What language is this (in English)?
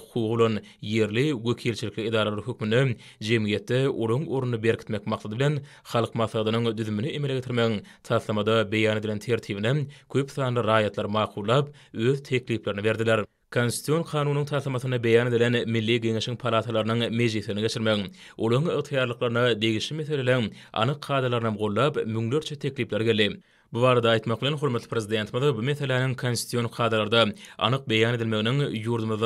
Turkmen